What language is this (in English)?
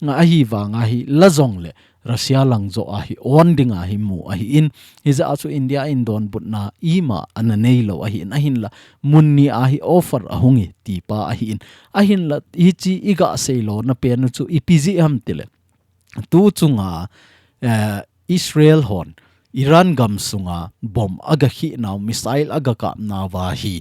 Thado Chin